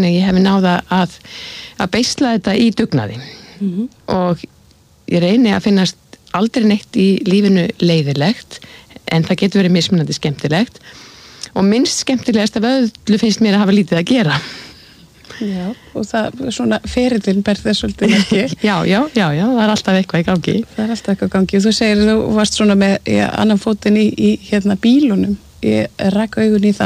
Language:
Icelandic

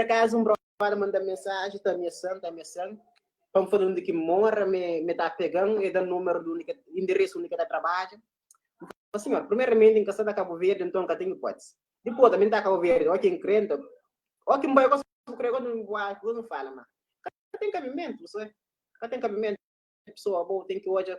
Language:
Kabuverdianu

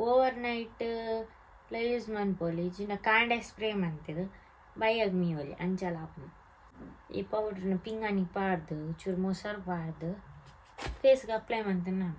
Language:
Tulu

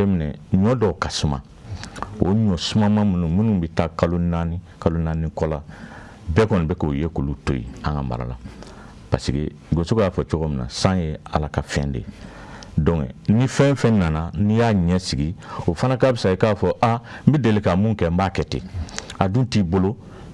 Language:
Bambara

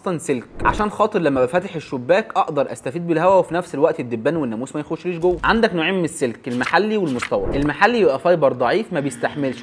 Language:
Egyptian Arabic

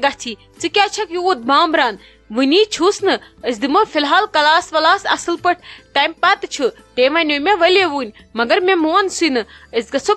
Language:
Kashmiri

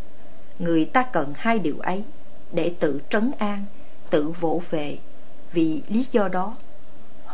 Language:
Vietnamese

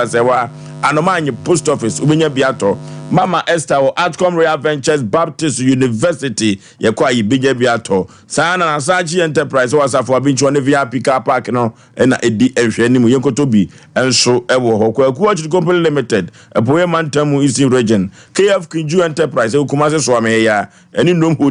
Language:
Akan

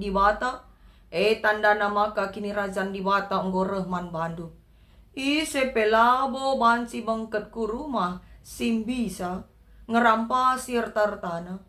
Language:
Batak Karo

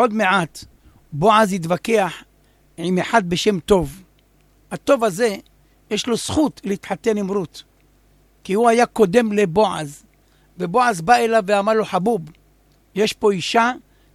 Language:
Hebrew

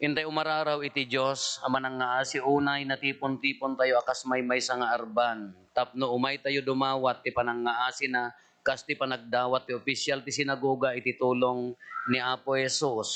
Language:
Iloko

